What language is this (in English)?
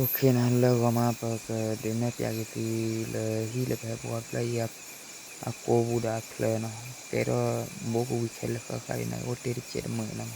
S'gaw Karen